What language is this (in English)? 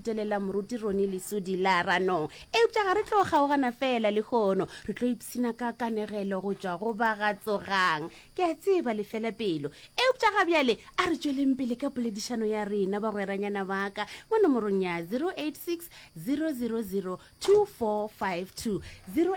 Northern Sotho